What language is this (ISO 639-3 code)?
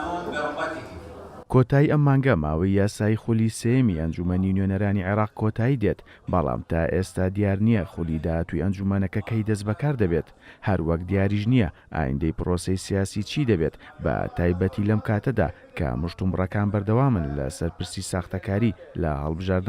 ckb